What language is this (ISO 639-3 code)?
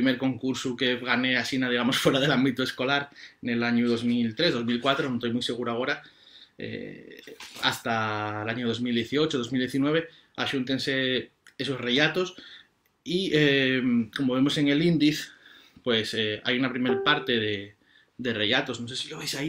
ast